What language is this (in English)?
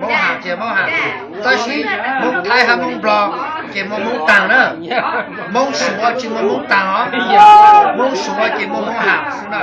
Hmong